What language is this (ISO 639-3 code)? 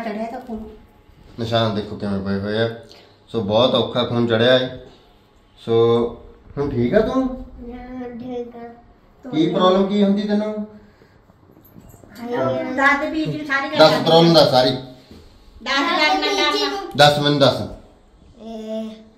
pan